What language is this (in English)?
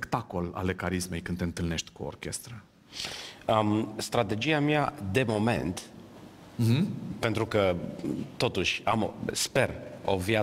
Romanian